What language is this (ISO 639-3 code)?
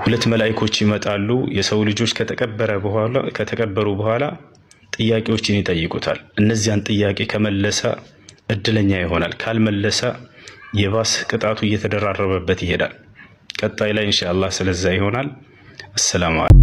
amh